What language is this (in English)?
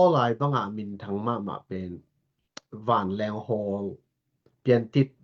Tedim Chin